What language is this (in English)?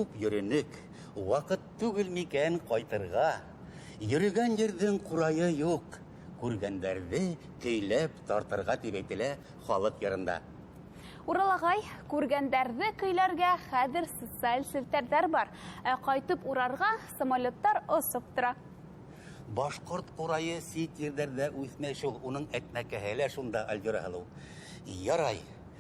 Bashkir